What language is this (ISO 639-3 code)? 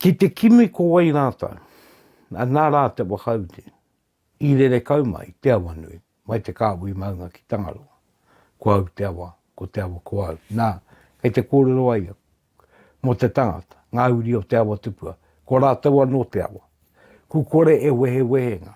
mri